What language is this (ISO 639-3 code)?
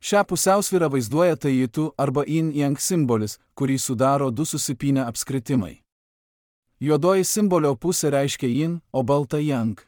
lit